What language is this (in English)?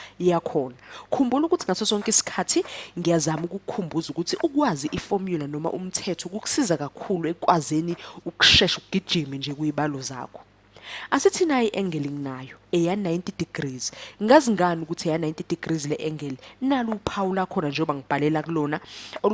Zulu